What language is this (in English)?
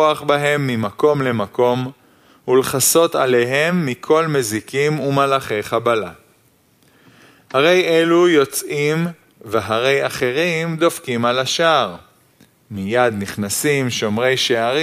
Hebrew